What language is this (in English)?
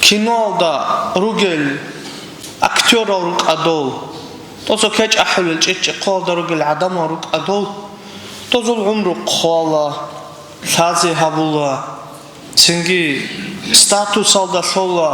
Avaric